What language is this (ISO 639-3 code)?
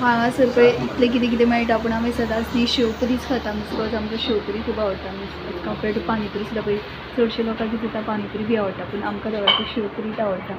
kok